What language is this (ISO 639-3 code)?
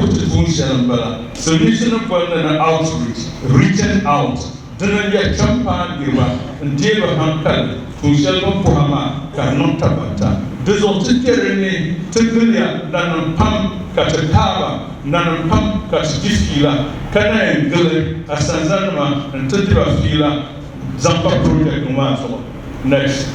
dag